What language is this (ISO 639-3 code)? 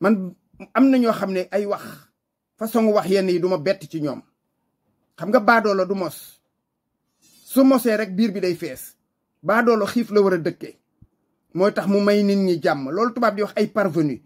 wol